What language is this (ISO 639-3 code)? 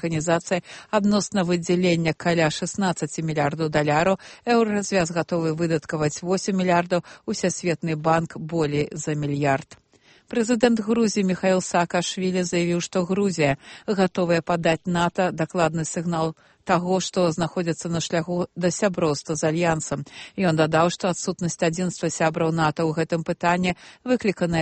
bel